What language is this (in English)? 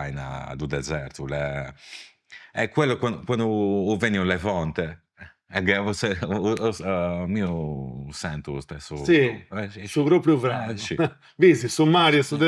Sardinian